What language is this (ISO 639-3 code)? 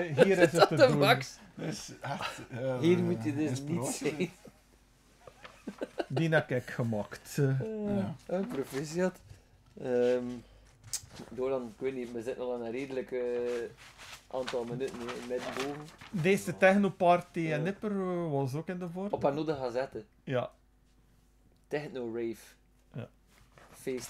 nld